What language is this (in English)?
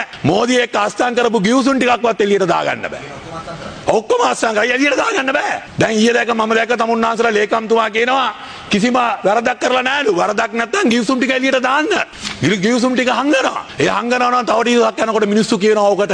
Sinhala